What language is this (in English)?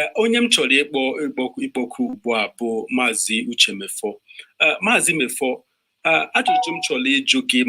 Igbo